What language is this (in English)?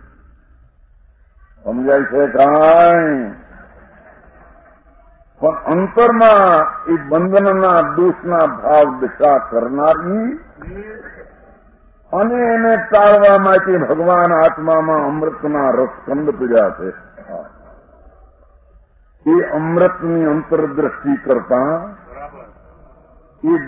Gujarati